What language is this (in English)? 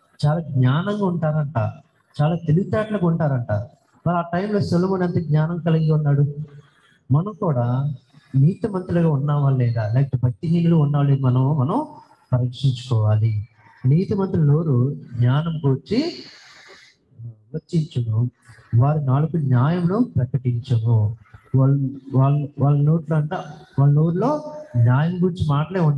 Telugu